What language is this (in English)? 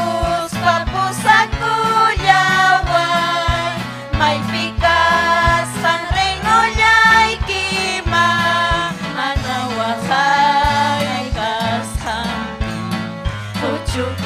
Ayacucho Quechua